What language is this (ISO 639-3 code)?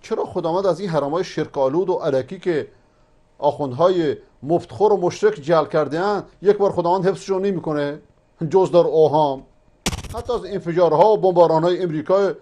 fas